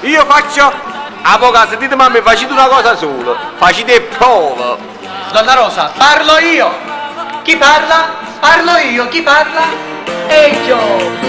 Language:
Neapolitan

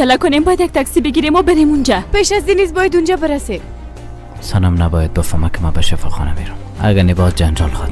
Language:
Persian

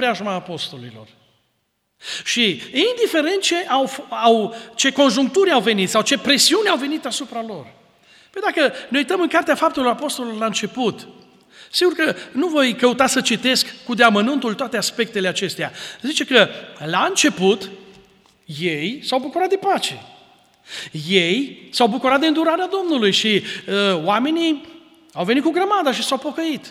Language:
Romanian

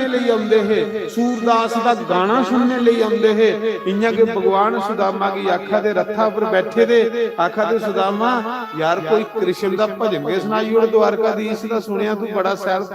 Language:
Dogri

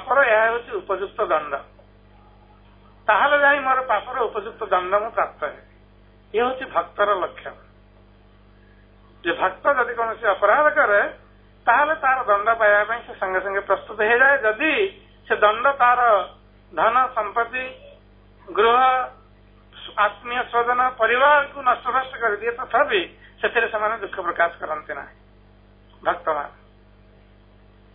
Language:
Odia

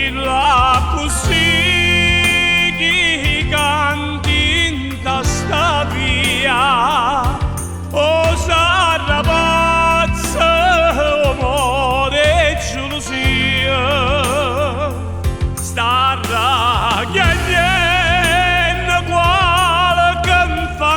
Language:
Neapolitan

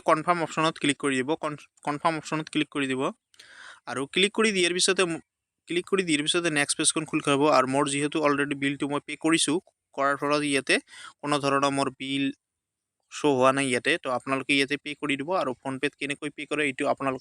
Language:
Assamese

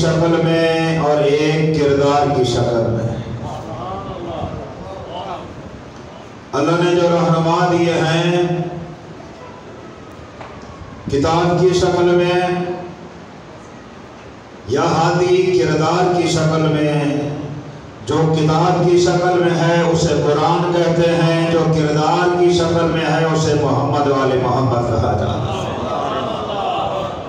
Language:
Urdu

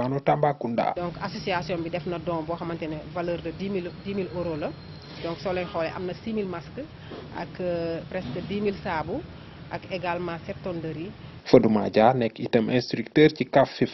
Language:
Wolof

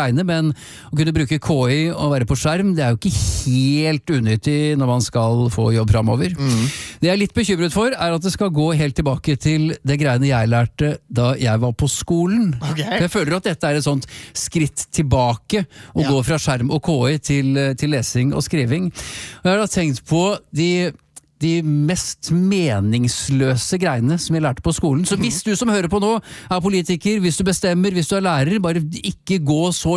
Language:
Norwegian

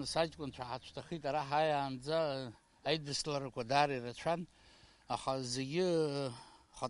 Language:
Abkhazian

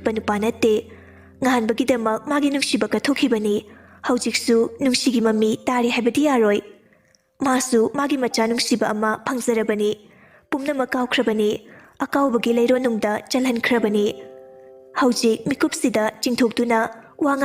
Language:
Manipuri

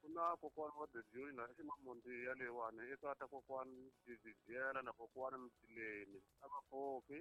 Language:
Tsonga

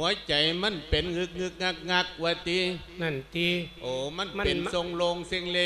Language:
Lao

